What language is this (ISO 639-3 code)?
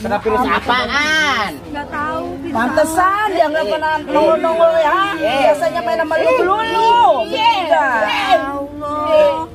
bew